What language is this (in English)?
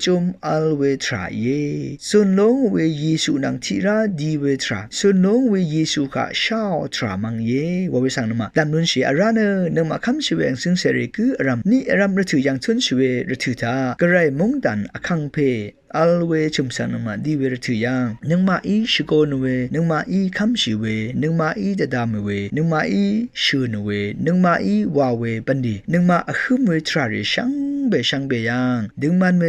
Rawang